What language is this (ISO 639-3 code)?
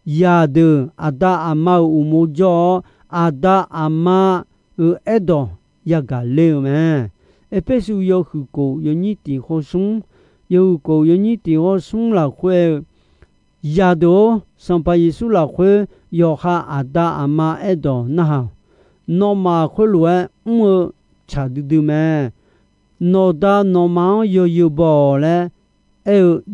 ahk